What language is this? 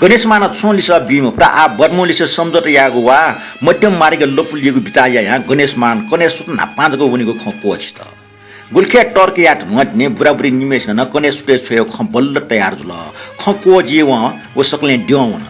Newari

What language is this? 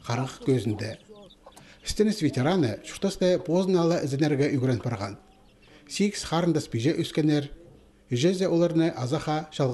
Khakas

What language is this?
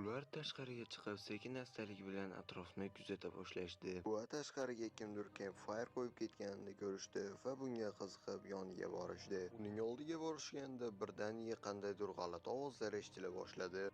Uzbek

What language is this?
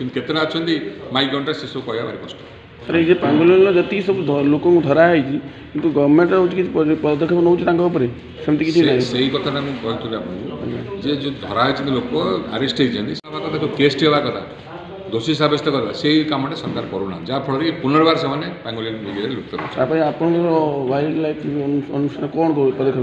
Odia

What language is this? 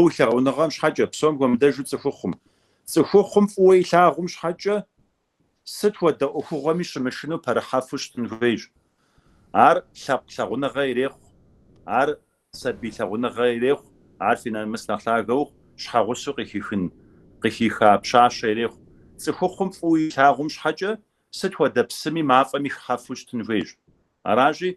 Kabardian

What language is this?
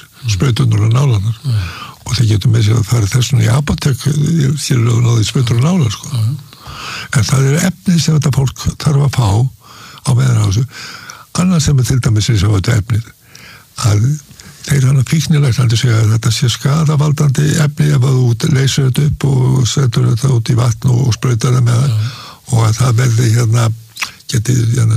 Icelandic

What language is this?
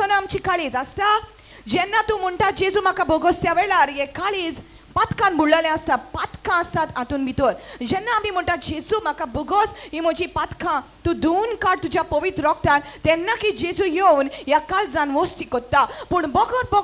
Konkani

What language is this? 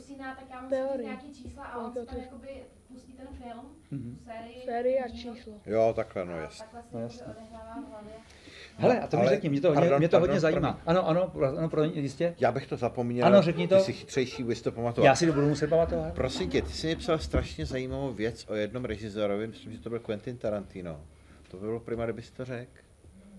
Czech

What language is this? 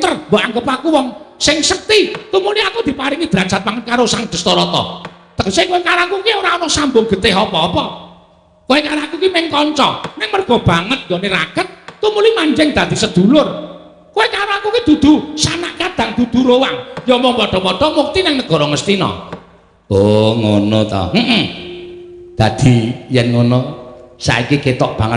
Javanese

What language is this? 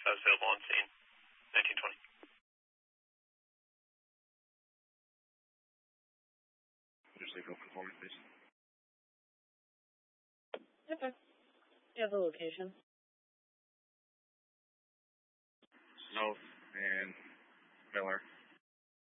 English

